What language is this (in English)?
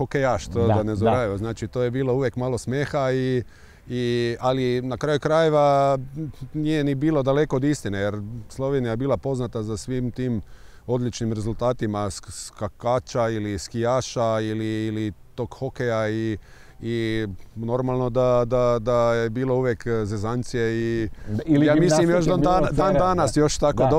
Croatian